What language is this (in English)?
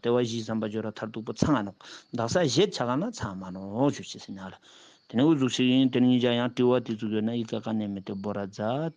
Ladakhi